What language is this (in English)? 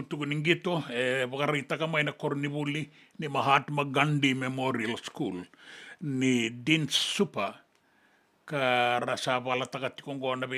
Fijian